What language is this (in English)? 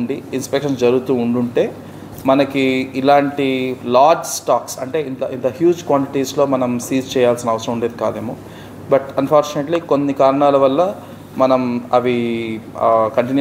Telugu